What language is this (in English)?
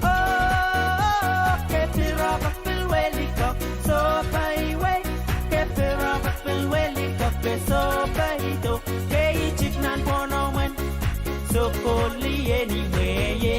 Pohnpeian